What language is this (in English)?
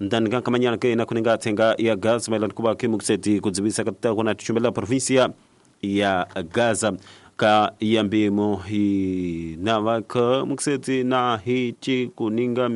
Tsonga